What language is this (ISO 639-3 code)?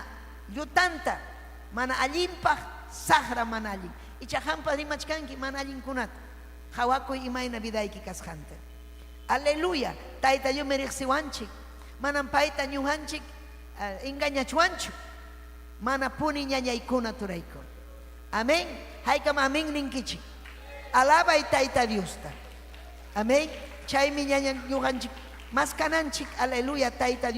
quy